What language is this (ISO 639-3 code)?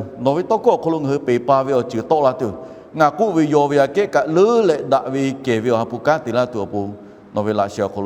lhu